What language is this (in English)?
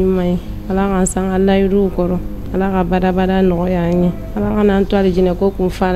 Bambara